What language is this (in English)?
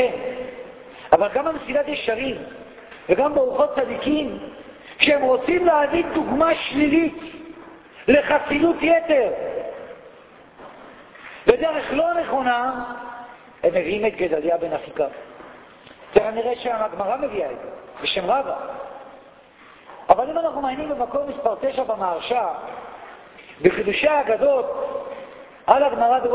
Hebrew